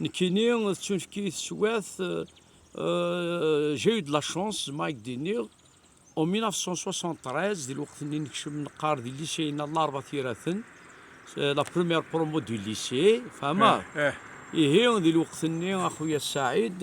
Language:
Kabyle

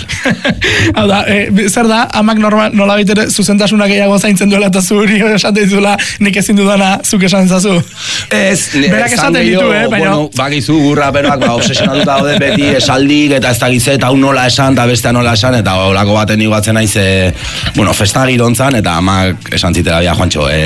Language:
Basque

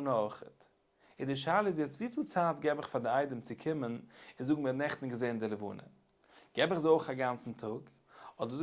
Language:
Yiddish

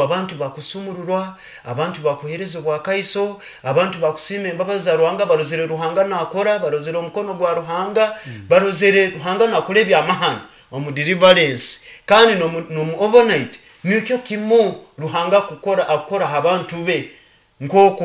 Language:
Nyoro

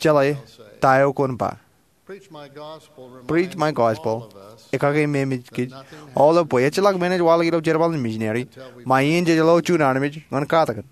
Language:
Marshallese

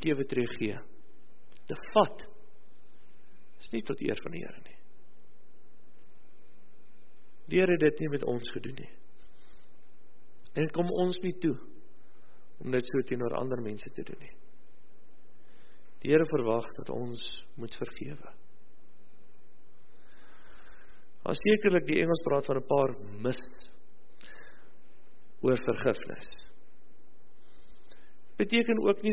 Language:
Afrikaans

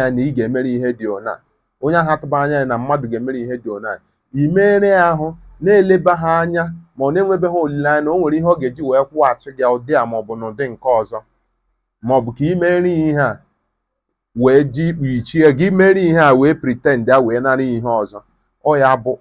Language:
Igbo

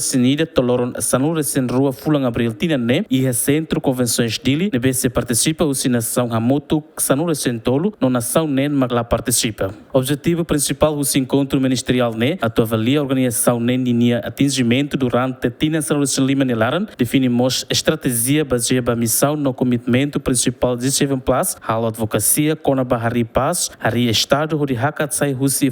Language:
Tetum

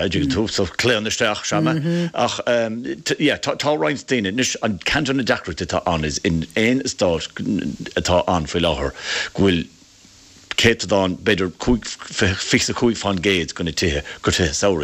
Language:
Irish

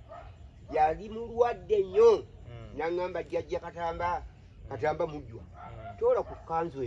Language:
Ganda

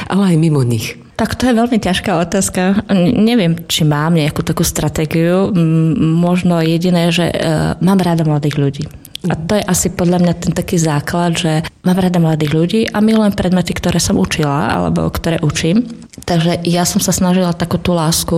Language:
Slovak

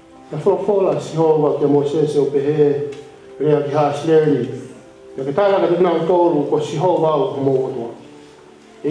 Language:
Tongan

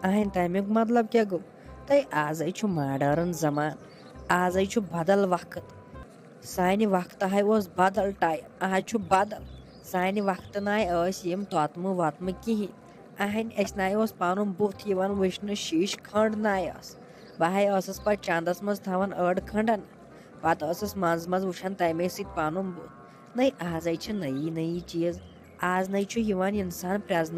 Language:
Kashmiri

